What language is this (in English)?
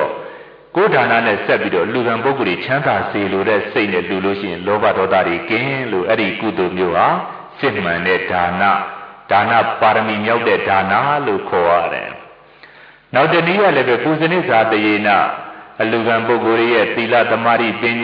Burmese